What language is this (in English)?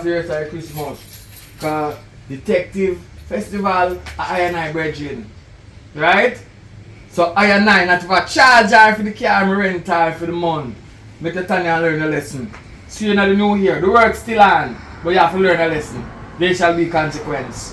Jamaican Creole English